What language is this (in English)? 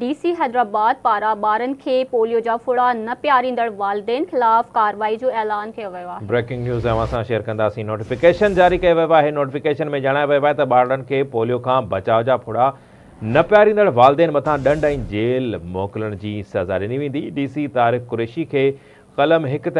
Sindhi